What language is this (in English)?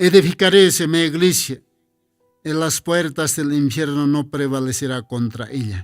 Aymara